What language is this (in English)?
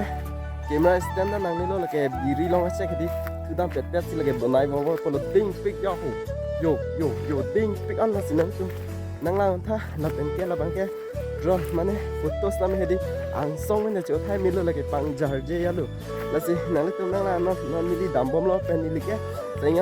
Karbi